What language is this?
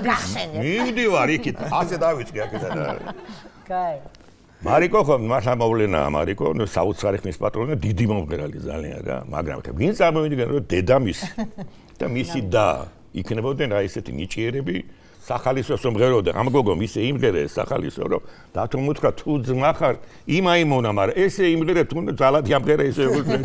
Georgian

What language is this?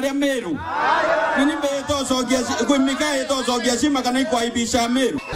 Meru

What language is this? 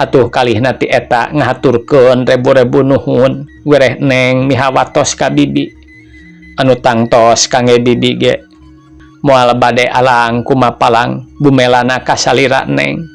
Sundanese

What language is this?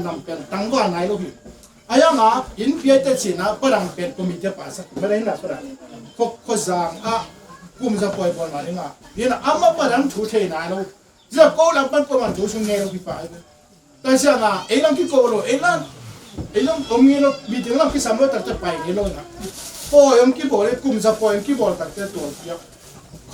Tedim Chin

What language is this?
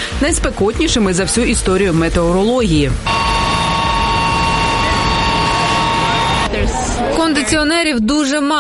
Ukrainian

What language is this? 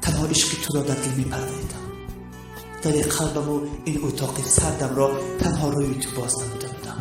Tajik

